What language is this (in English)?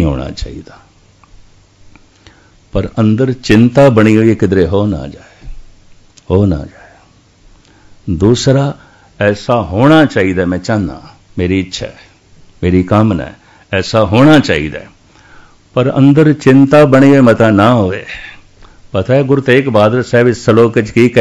Punjabi